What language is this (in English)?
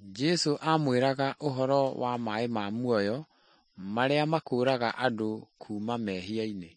Kikuyu